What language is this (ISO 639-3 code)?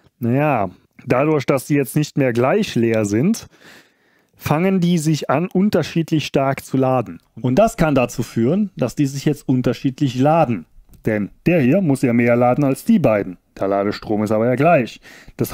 deu